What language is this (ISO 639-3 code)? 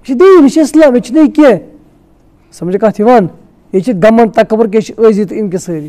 kas